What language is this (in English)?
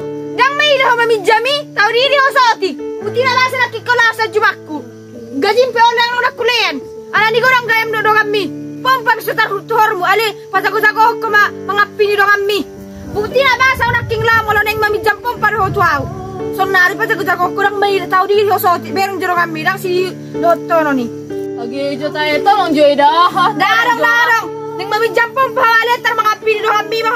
Batak Toba